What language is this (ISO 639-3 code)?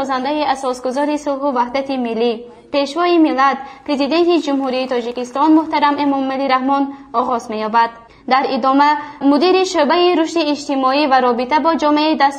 tgk